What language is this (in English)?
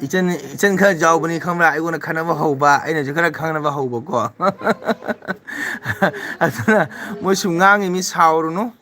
Manipuri